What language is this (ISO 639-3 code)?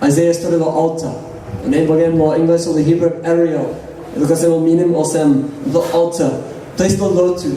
tpi